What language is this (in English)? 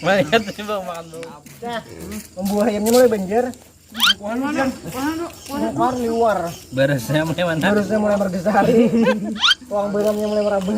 Banjar